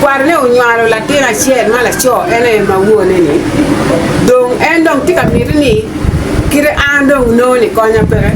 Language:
Acoli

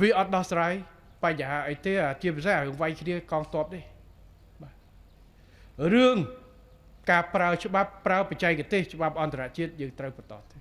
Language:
Khmer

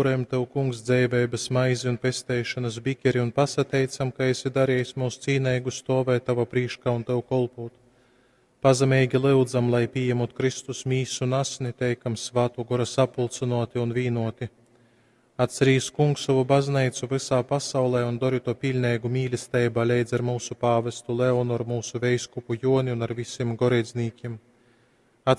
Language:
Latgalian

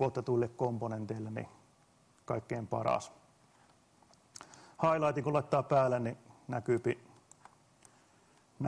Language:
Finnish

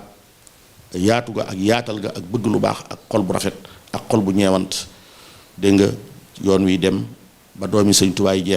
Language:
Wolof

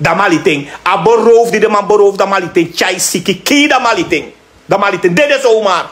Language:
Sranan Tongo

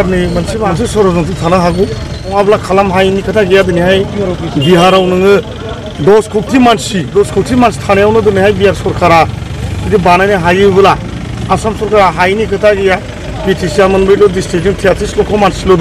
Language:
Bodo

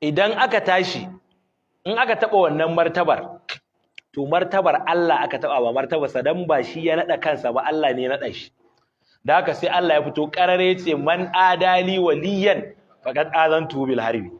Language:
Hausa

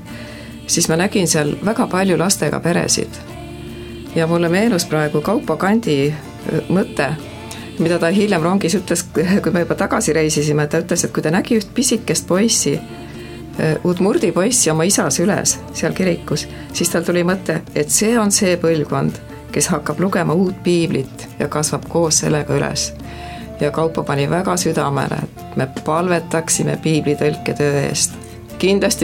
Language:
Estonian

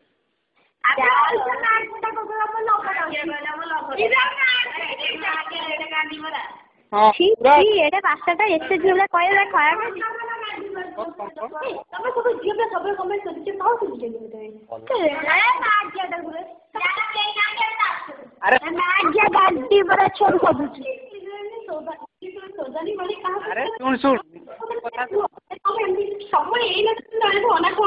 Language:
Odia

